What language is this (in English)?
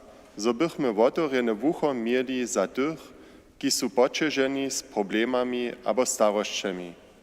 Upper Sorbian